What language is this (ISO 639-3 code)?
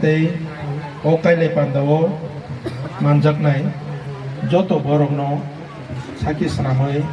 trp